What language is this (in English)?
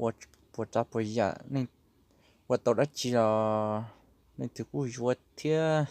Hmong